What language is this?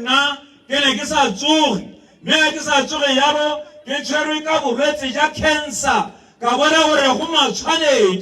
Tswana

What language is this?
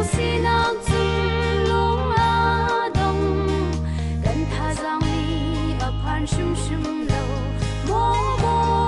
Hakha Chin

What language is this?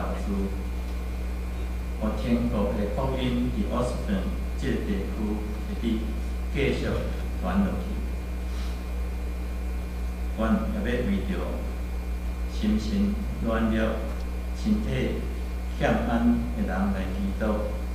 Min Nan Chinese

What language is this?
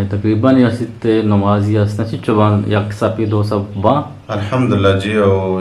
Eastern Balochi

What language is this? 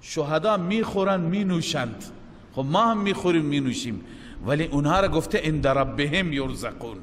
Persian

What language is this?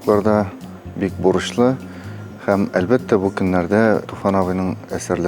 Tatar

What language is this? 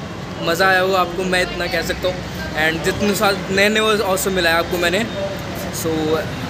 Hindi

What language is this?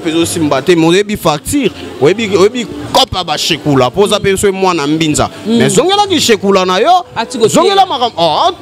Lingala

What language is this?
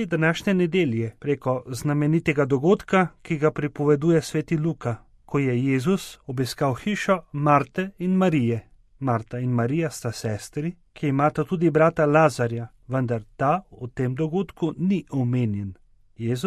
Slovenian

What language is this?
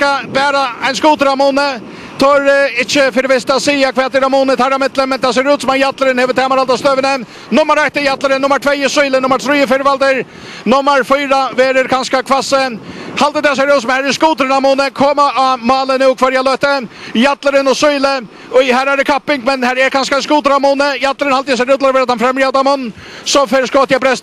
Faroese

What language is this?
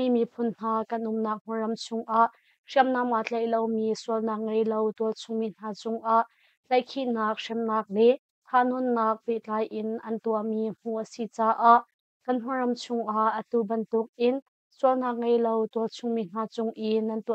Hakha Chin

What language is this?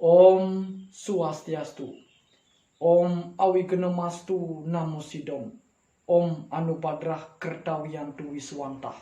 Balinese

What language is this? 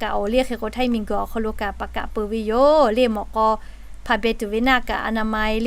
Lahu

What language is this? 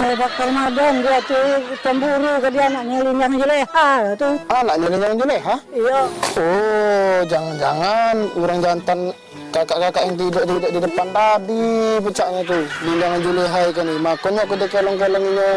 Musi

